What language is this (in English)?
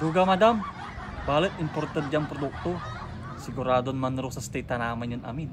Pangasinan